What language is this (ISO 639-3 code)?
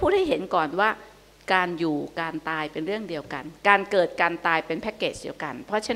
tha